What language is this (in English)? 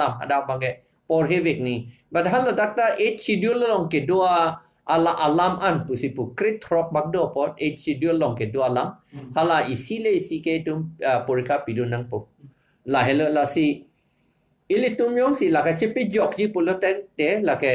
Karbi